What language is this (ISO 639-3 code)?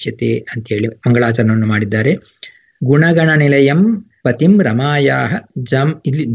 kan